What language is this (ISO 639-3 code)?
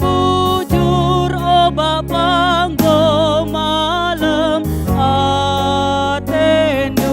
btx